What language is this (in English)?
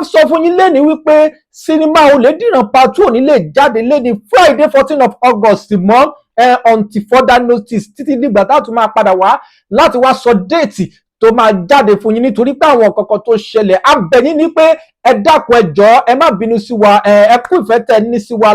Yoruba